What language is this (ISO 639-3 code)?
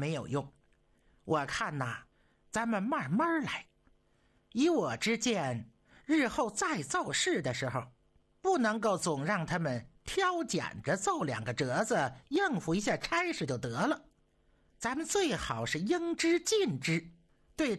zho